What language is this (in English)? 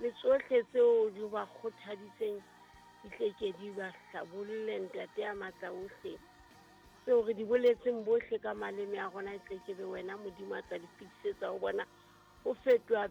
Southern Sotho